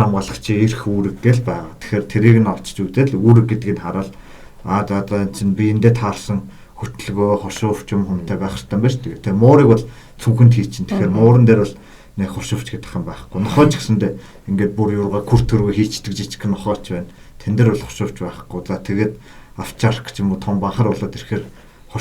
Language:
Mongolian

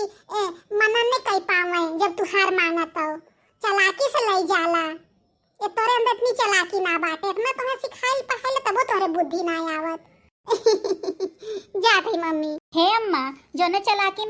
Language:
Bhojpuri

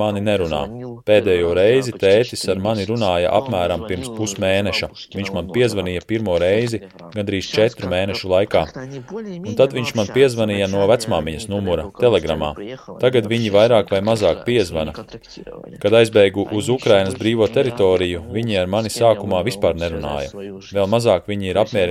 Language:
Latvian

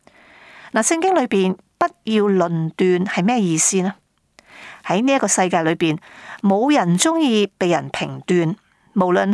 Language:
Cantonese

